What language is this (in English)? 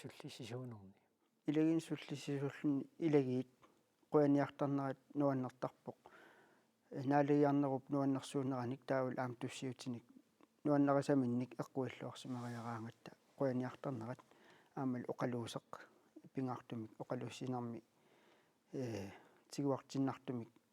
Kalaallisut